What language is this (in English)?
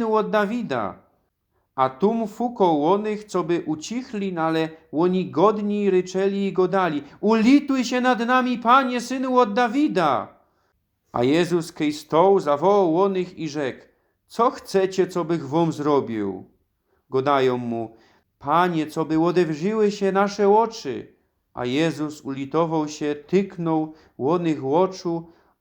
Silesian